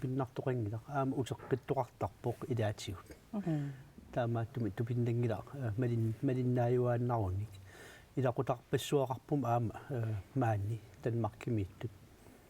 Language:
Kalaallisut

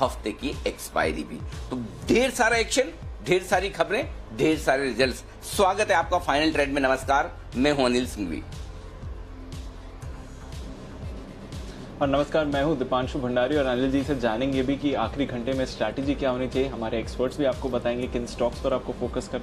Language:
Hindi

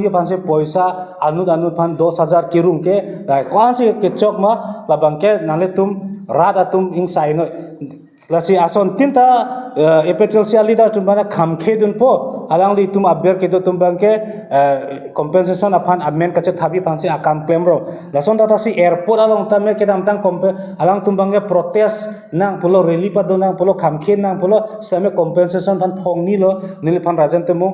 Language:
Karbi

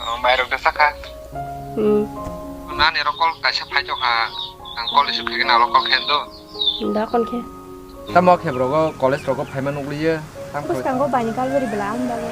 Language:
Kok Borok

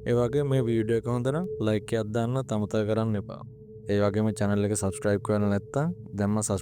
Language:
Sinhala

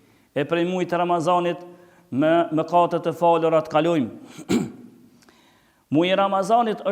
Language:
Albanian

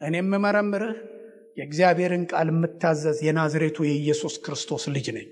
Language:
Amharic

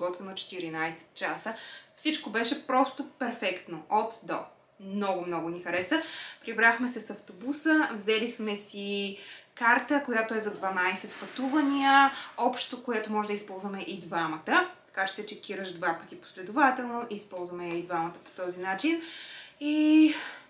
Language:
Bulgarian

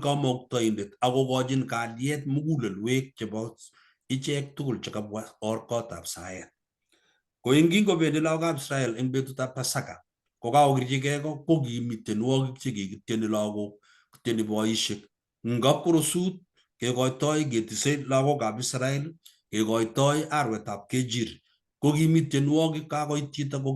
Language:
Kalenjin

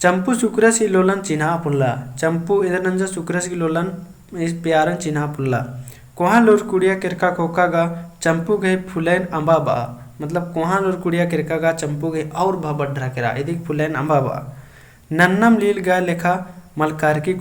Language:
Kurukh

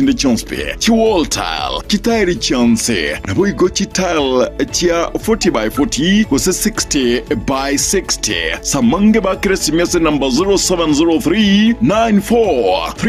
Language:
Gusii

